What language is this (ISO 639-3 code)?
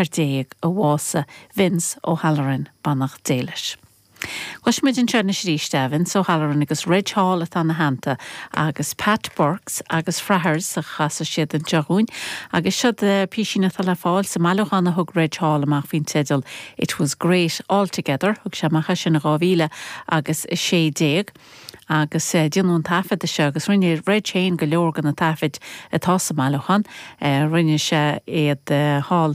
gle